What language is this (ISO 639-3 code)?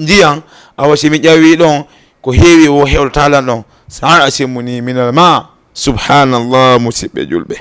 ful